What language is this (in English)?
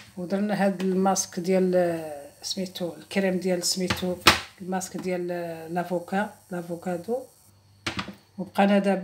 Moroccan Arabic